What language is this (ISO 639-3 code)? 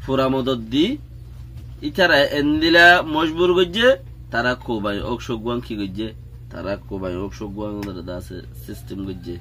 rhg